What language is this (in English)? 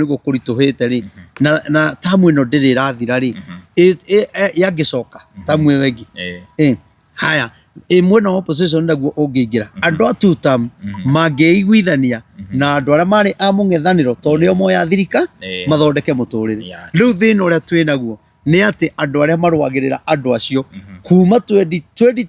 Kikuyu